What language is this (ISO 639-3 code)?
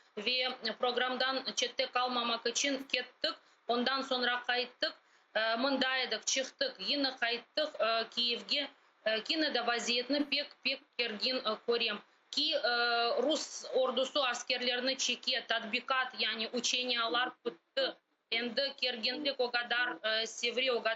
crh